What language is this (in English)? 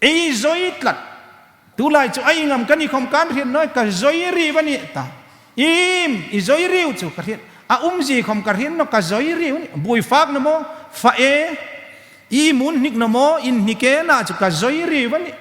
Hmar